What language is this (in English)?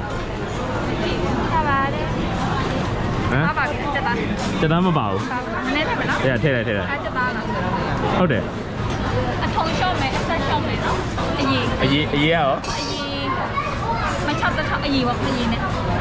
Burmese